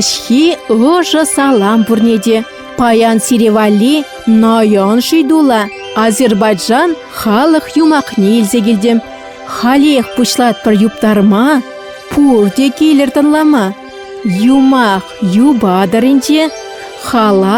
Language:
Chuvash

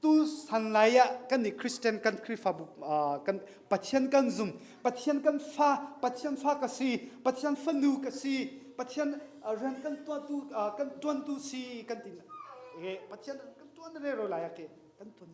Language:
Hakha Chin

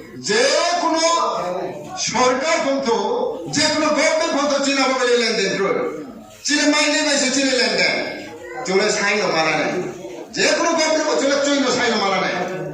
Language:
Riang (India)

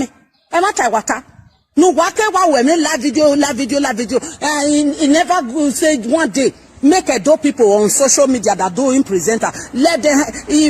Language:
Nigerian Pidgin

